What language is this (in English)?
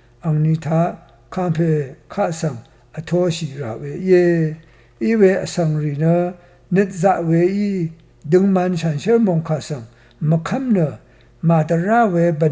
Rawang